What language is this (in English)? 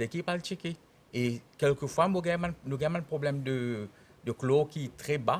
Morisyen